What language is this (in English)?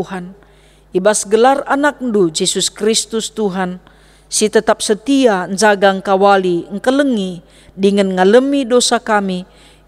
Batak Karo